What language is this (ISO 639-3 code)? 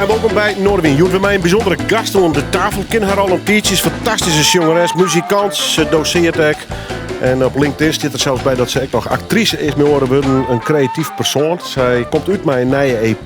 fry